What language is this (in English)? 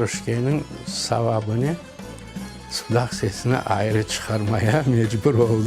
Crimean Tatar